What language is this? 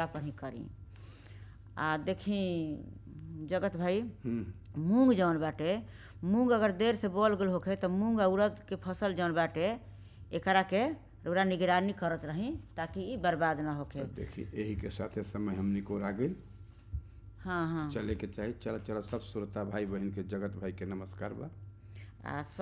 Bhojpuri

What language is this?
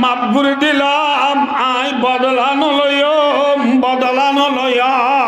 Rohingya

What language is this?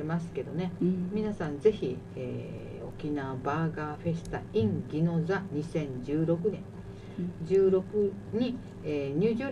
Japanese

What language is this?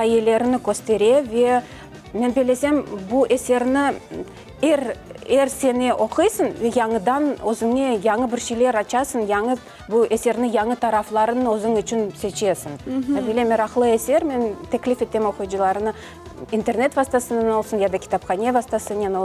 Crimean Tatar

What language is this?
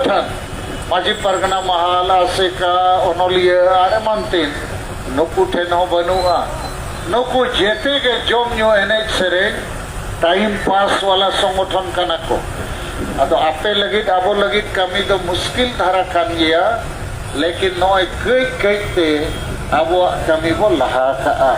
Santali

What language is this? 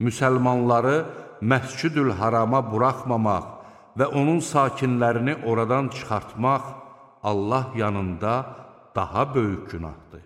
Azerbaijani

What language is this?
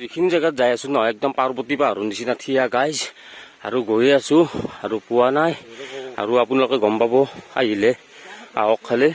Assamese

